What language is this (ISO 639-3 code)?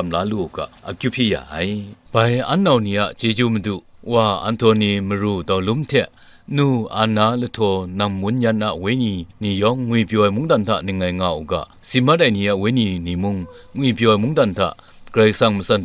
kac